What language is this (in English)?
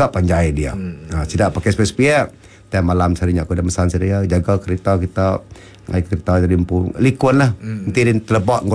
Iban